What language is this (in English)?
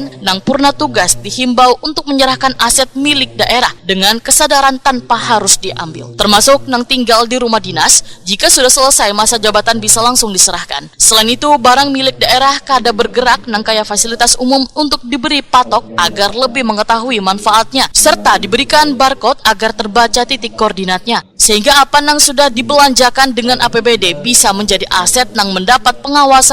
Banjar